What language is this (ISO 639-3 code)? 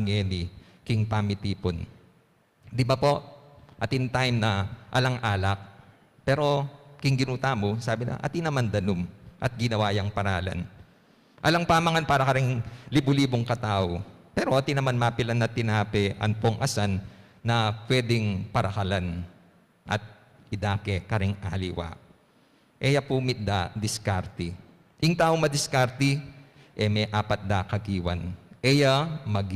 pam